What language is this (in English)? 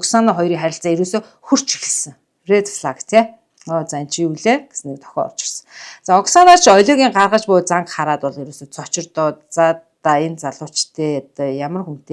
Mongolian